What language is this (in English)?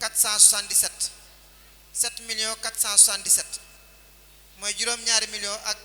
Wolof